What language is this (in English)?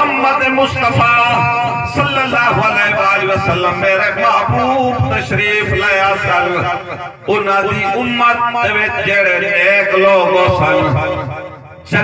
Saraiki